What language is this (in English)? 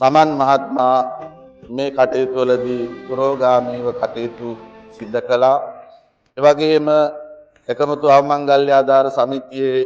Sinhala